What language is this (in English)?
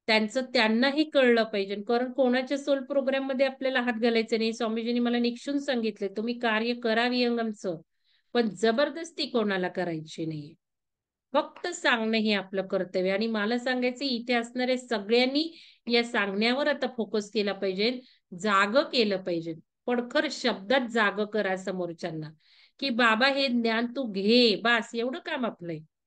Marathi